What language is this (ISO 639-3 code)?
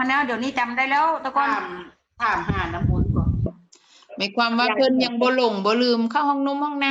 tts